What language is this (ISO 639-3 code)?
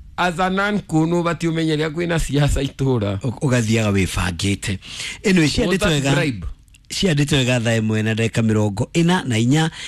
kik